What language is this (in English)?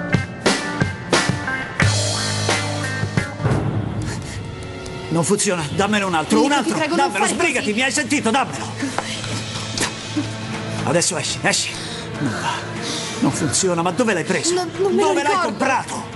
Italian